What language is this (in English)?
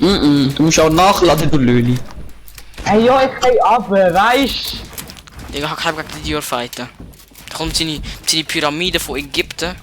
Swiss German